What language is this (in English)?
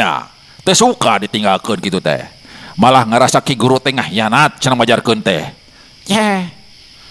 Sundanese